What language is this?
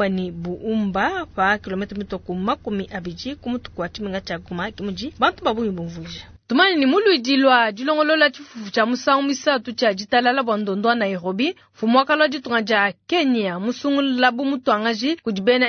Luba-Lulua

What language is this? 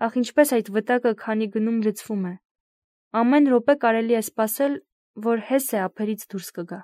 Armenian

